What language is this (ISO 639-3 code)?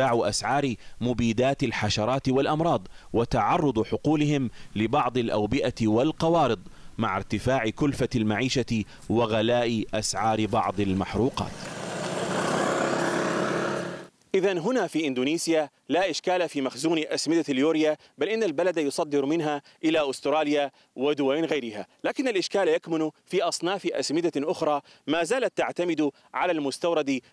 ara